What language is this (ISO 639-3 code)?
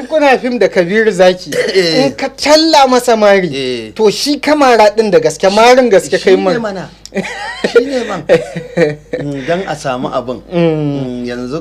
hau